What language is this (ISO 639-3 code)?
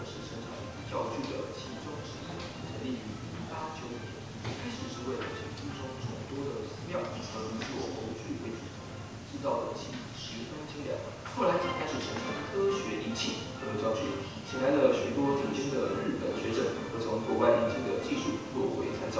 zho